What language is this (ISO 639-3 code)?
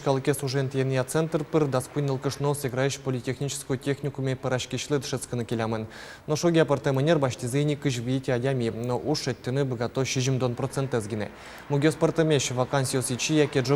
udm